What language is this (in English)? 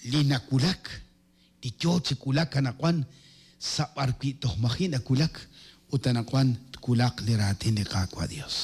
Kekchí